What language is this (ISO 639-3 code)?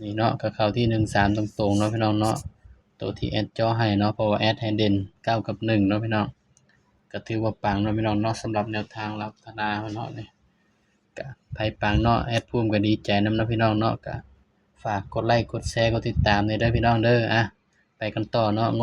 tts